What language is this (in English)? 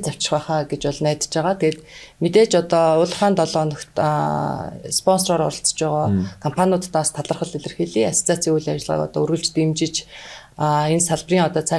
Mongolian